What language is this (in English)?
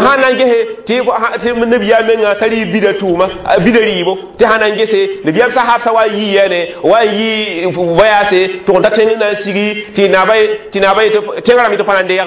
Mossi